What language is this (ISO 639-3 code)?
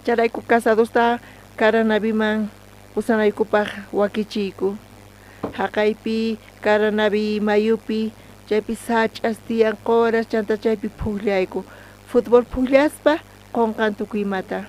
quh